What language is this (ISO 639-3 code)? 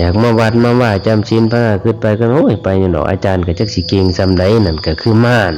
lao